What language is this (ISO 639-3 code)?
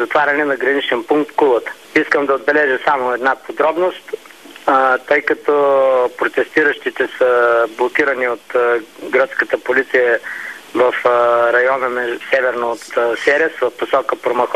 bul